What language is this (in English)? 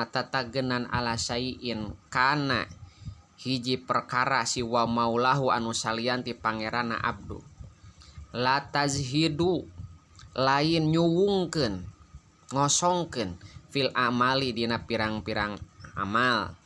Sundanese